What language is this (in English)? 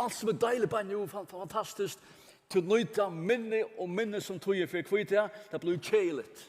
Faroese